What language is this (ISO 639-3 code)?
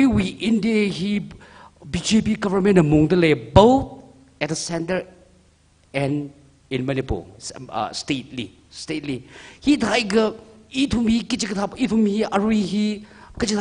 nmf